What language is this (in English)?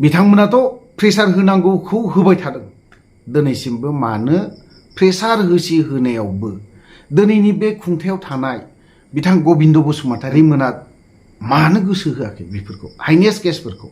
Bodo